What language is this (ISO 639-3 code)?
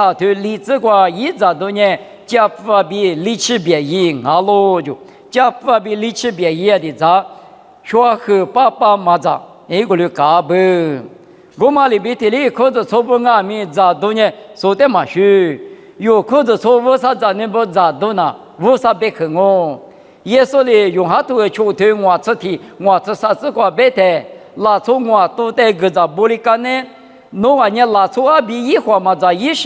lis